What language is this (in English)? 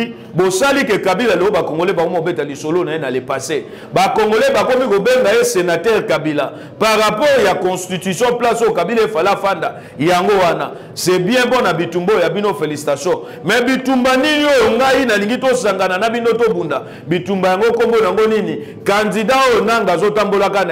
Lingala